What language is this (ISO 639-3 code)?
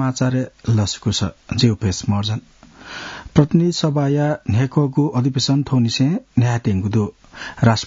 new